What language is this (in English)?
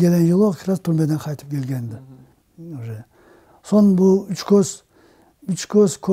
Crimean Tatar